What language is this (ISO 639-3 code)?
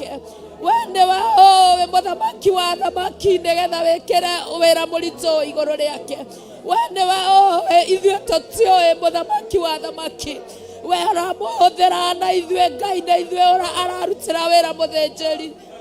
kik